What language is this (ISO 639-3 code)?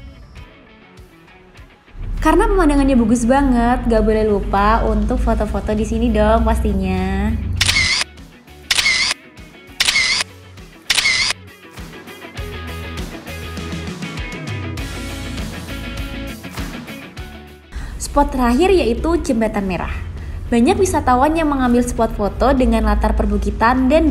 ind